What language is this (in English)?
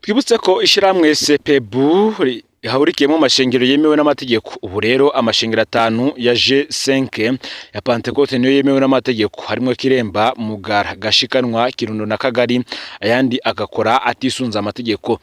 Rundi